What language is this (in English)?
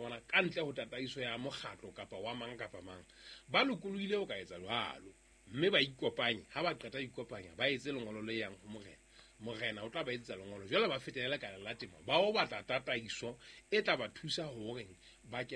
Southern Sotho